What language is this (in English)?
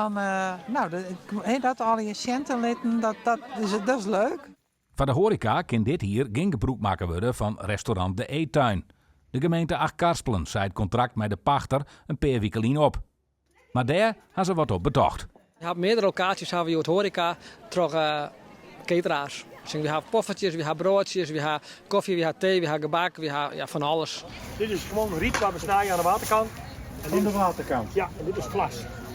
Western Frisian